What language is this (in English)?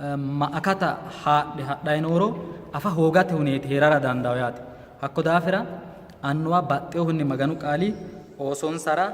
Sidamo